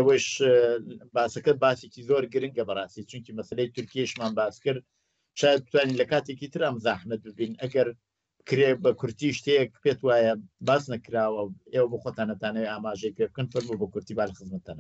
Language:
Central Kurdish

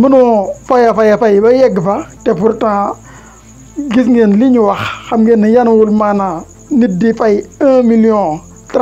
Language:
Wolof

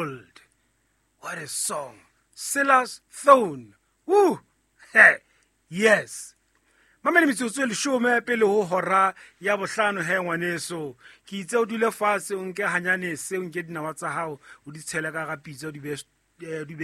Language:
Southern Sotho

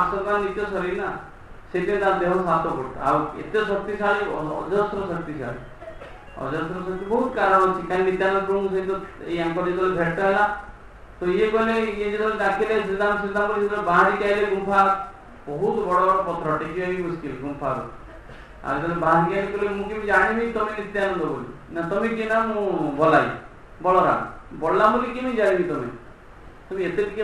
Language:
Odia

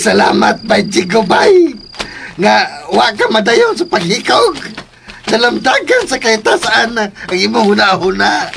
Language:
Cebuano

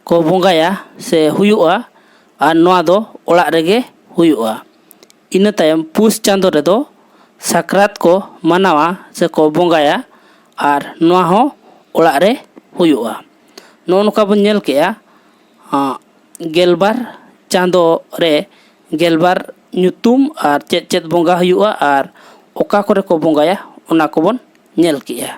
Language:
Santali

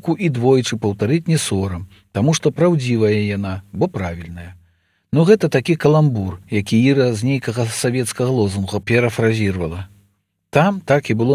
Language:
Belarusian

